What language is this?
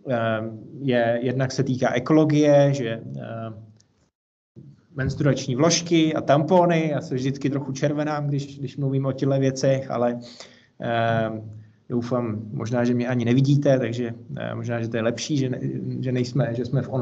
Czech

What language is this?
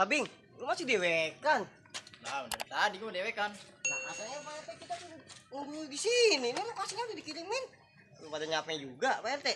Betawi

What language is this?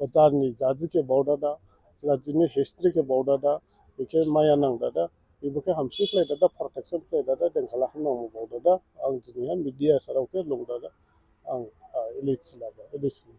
Dimasa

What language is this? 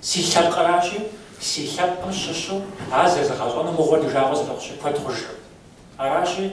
Kabardian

